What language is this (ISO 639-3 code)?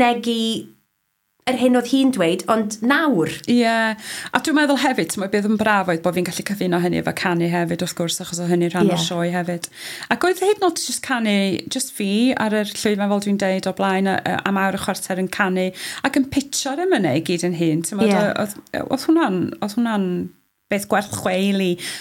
cym